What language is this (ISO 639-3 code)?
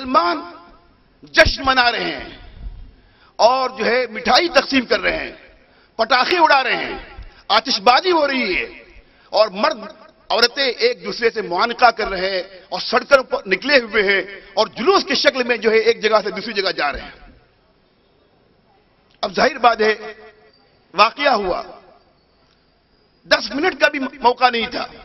urd